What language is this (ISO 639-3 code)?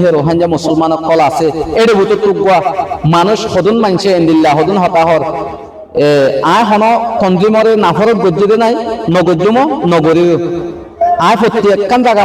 rhg